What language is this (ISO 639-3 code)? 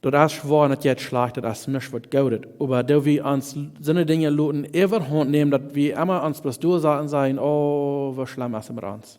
pdt